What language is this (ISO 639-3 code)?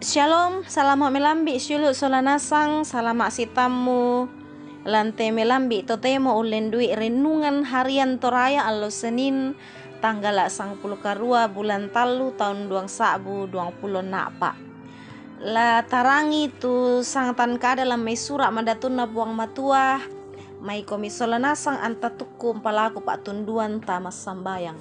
sda